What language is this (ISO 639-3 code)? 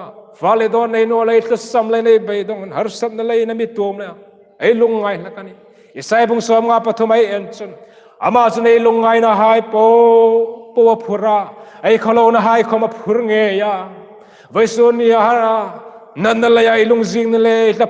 hmr